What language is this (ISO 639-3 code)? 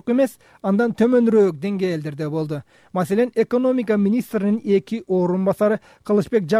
kir